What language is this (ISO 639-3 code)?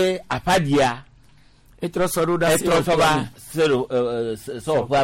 gej